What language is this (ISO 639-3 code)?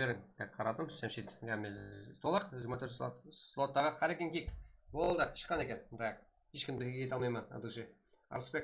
kaa